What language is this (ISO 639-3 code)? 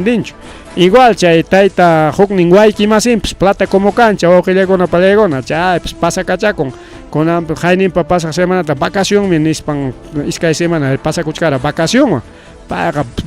quy